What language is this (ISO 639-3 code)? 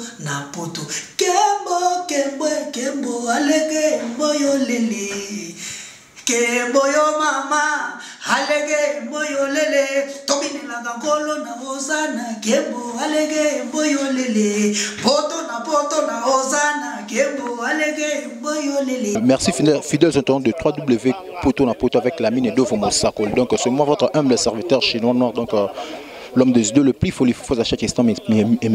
lin